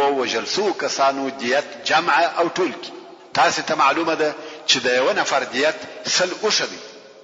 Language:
Pashto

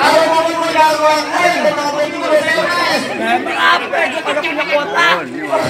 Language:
Betawi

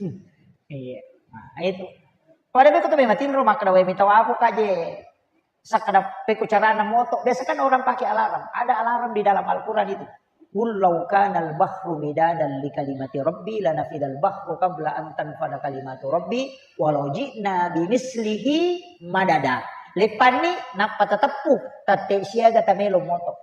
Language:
Buginese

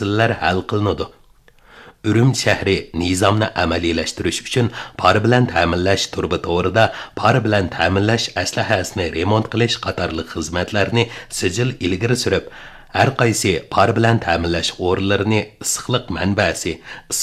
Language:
Uyghur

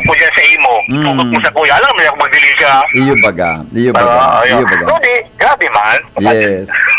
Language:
Bikol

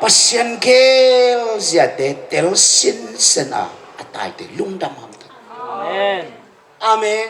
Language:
Tedim Chin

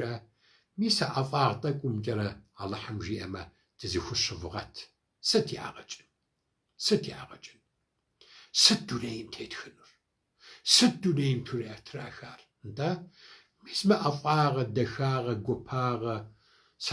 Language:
Kabardian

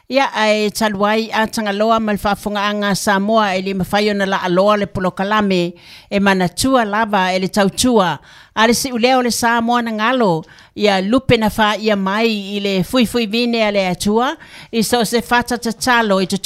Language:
Samoan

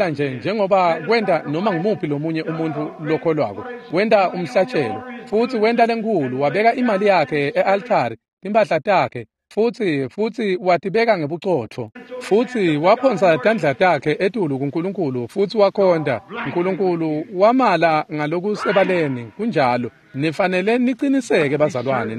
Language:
Swati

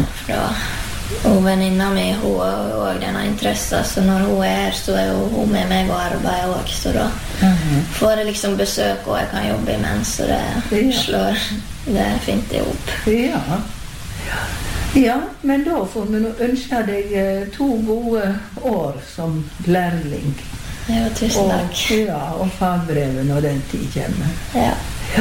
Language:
Norwegian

